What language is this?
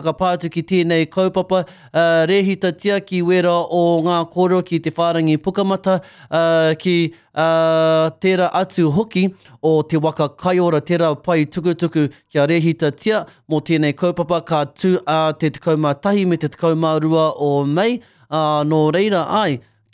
Māori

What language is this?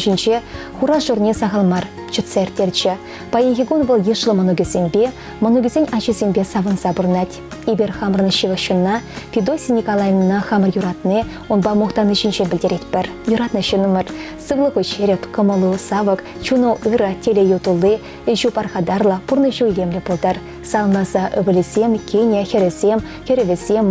Chuvash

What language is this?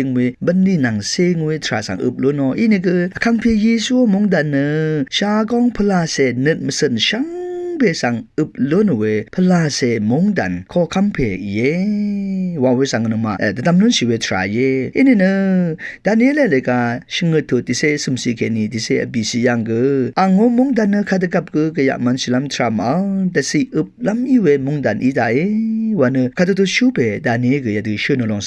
Rawang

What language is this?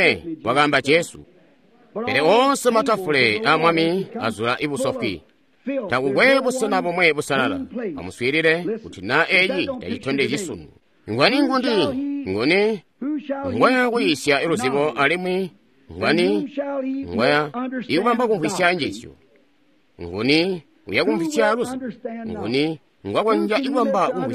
Tonga (Zambia)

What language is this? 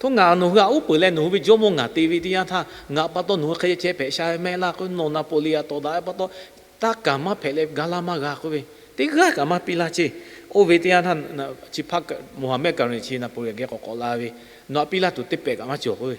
Lahu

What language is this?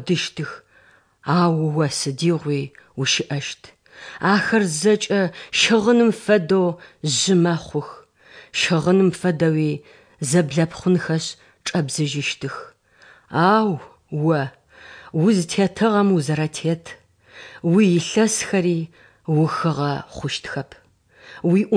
Adyghe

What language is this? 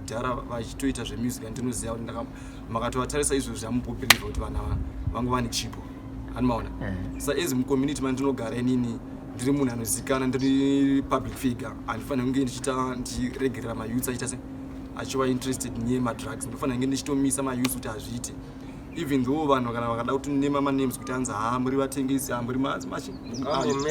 Shona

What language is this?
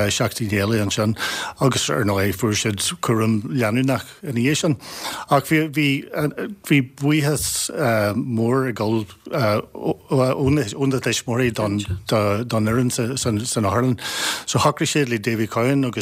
Irish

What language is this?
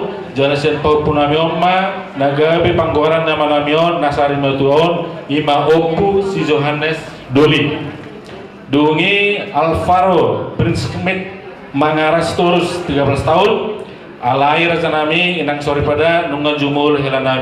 Batak Toba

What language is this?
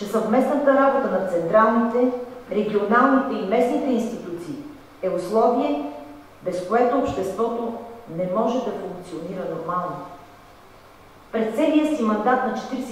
Bulgarian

